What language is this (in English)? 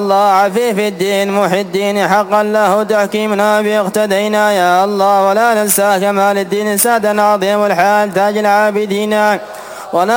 Arabic